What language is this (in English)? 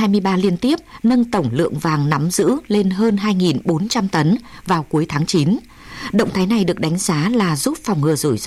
Vietnamese